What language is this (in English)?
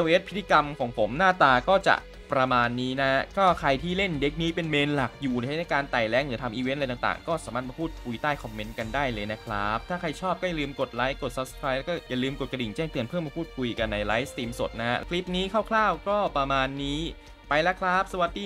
Thai